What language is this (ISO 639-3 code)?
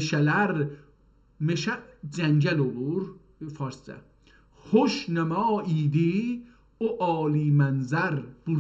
azb